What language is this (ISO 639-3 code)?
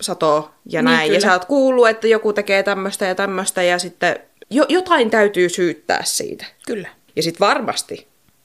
fin